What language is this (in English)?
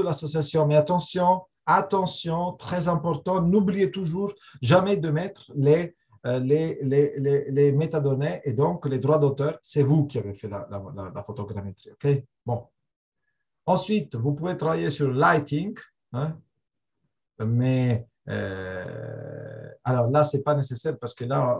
French